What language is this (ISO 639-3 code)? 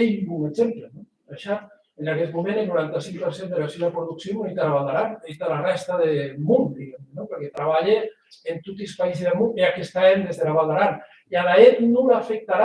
oci